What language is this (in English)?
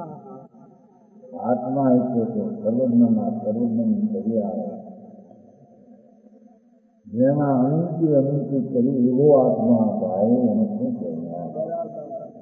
Gujarati